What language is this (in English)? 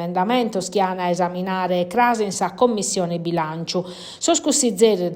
Sardinian